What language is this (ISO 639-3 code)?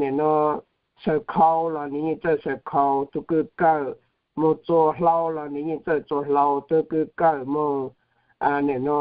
hmn